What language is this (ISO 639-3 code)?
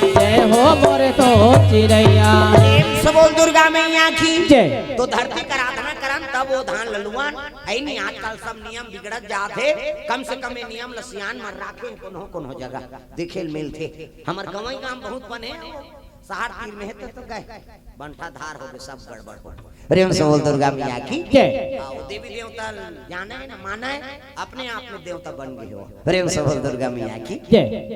hne